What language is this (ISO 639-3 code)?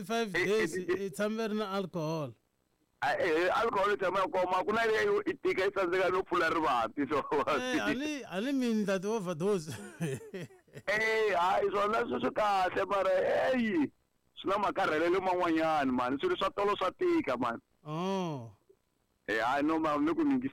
tso